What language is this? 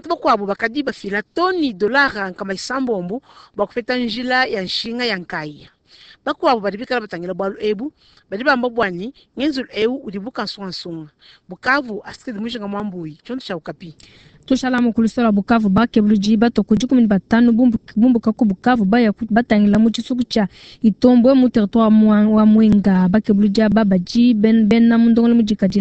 Luba-Lulua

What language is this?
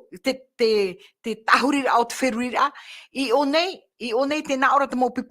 Tahitian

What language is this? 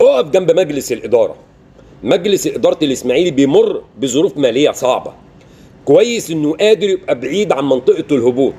Egyptian Arabic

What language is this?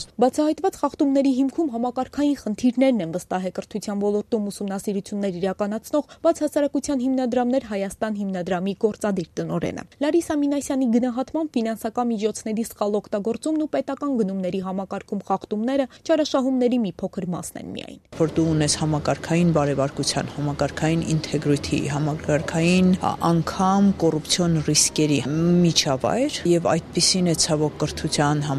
Armenian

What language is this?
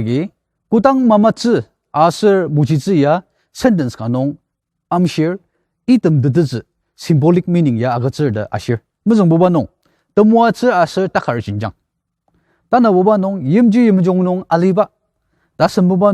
Ao Naga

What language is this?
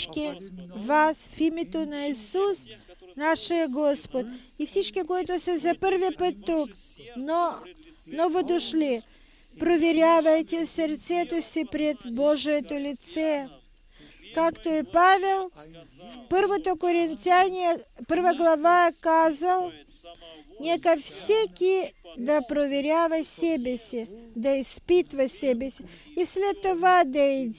Bulgarian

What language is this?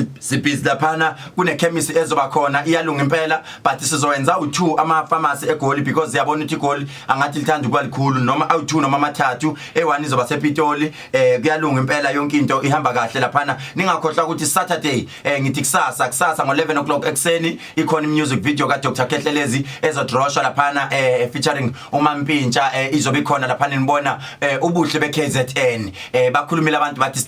Zulu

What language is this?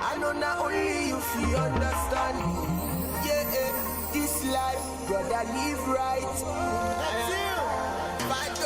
Nyanja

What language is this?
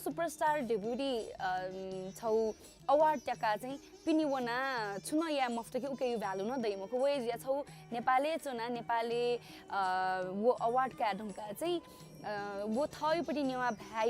Newari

